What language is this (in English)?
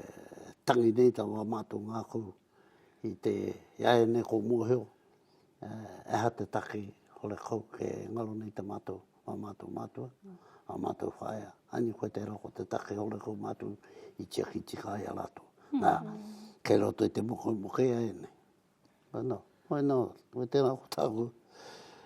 Māori